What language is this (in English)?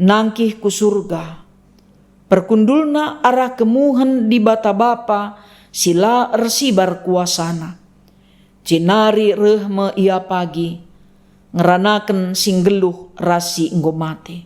Batak Karo